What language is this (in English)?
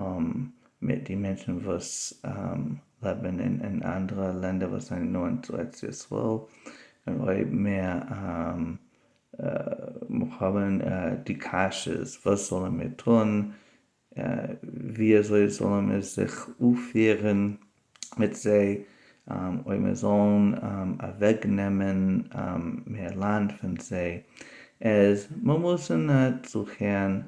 Yiddish